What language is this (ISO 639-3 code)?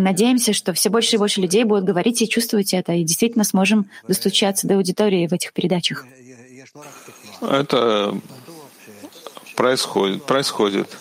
rus